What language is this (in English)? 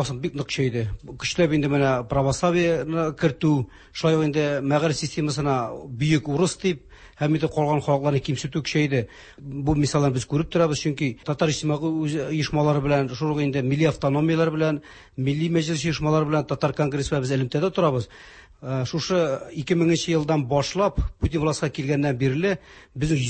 Tatar